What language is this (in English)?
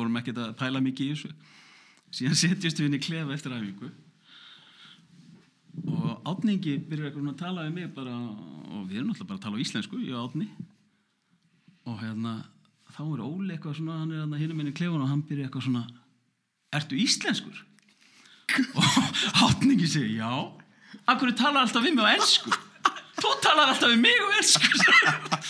Icelandic